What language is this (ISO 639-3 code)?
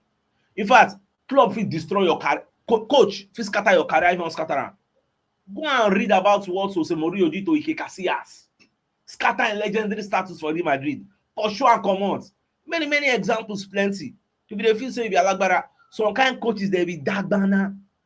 pcm